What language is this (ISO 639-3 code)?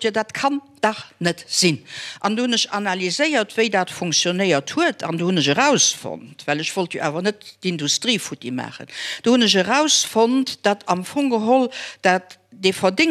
ltz